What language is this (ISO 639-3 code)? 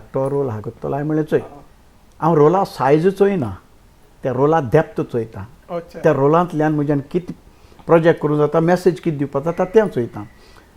kok